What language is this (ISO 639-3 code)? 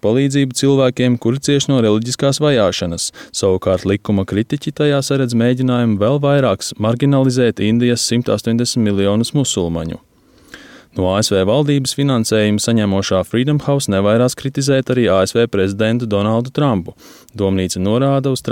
lav